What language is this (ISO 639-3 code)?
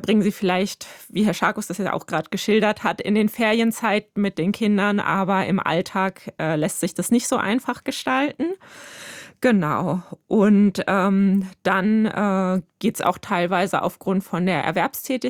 deu